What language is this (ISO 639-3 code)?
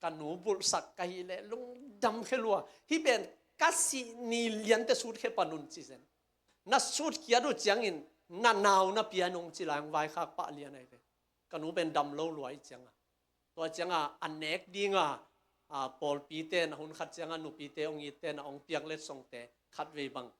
ctd